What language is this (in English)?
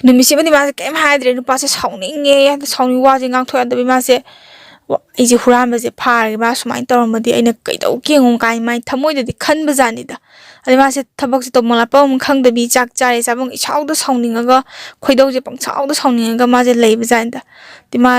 Manipuri